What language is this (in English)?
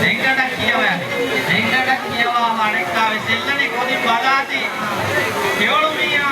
Divehi